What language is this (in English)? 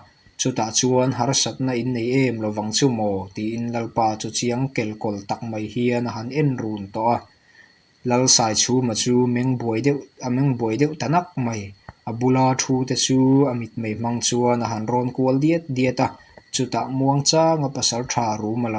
Mizo